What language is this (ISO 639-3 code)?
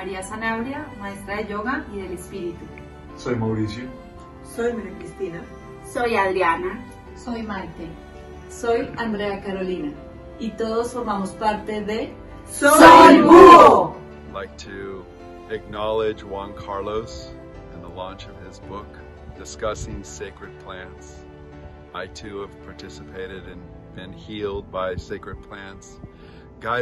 spa